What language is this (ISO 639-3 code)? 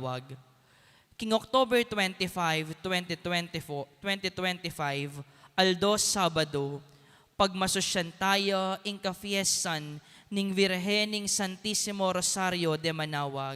pam